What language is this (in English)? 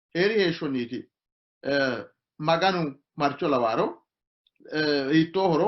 Sidamo